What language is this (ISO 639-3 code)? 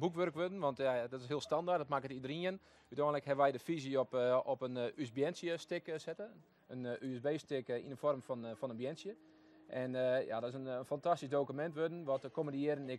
fry